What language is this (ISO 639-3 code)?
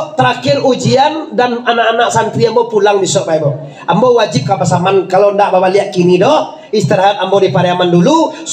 min